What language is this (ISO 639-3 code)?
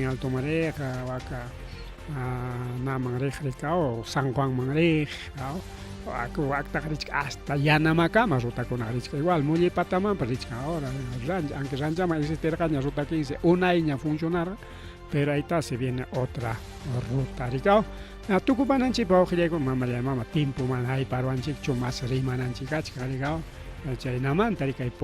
quy